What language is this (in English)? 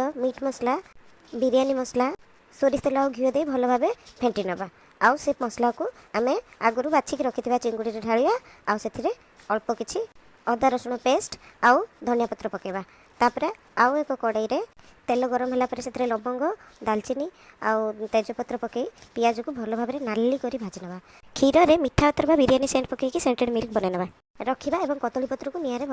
Odia